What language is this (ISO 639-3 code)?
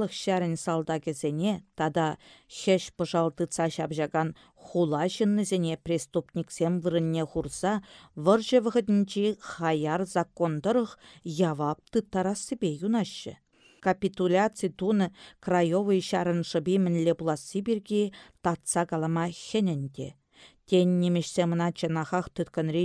chv